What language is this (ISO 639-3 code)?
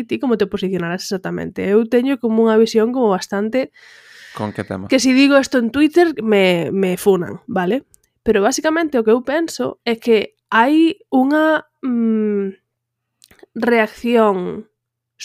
glg